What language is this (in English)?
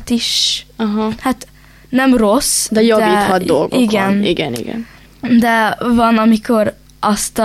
Hungarian